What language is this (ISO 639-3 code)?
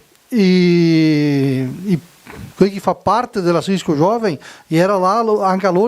vec